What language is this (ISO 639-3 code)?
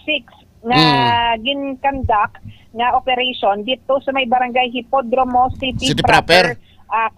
hil